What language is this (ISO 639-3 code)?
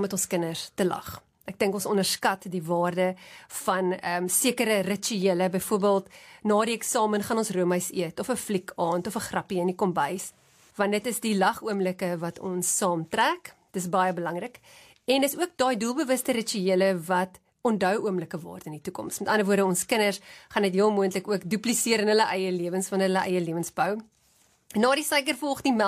afr